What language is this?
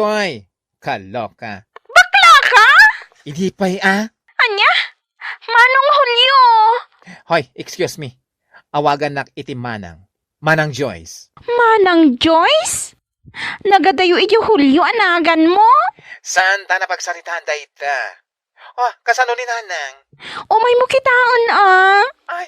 Iloko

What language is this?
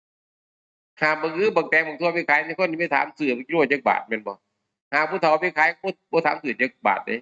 Northeastern Thai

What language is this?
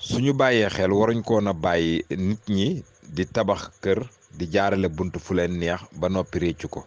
Wolof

